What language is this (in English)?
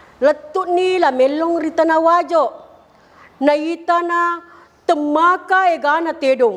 Buginese